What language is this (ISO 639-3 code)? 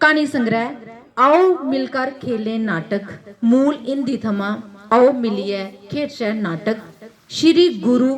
doi